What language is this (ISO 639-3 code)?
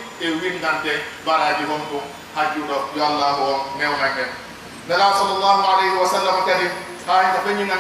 fuf